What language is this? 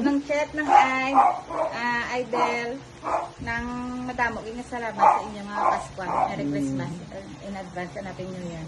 Hiligaynon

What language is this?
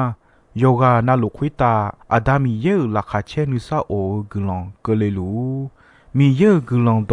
Akha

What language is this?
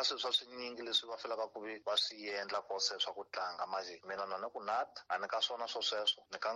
Tsonga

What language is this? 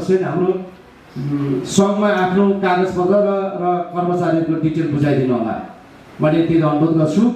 Nepali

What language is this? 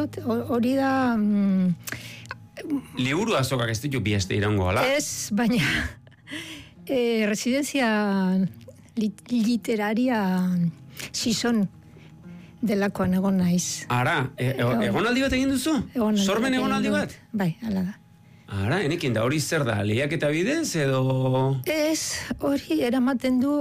Basque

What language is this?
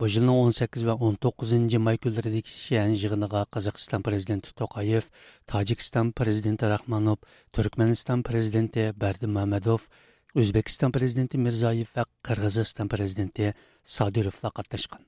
Uyghur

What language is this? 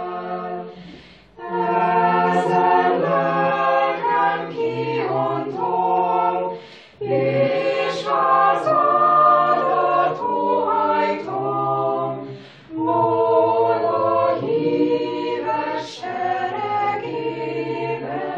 Hungarian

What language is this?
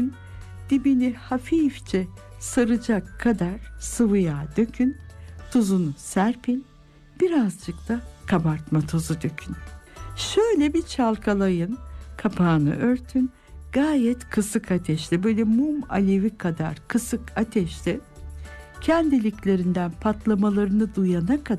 Turkish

